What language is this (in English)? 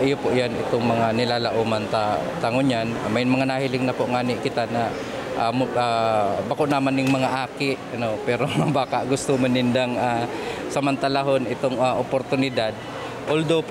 Bikol